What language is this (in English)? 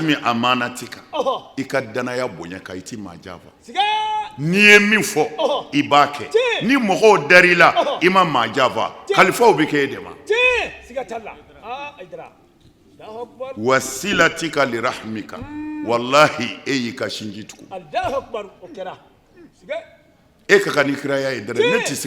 Bambara